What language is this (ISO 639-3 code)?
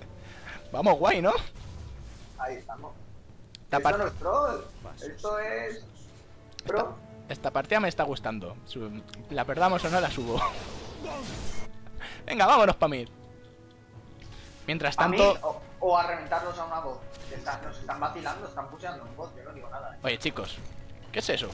spa